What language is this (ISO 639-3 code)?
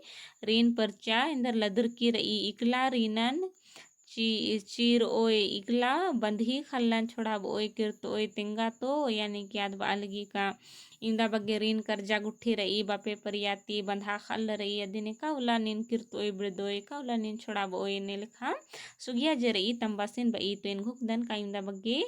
kru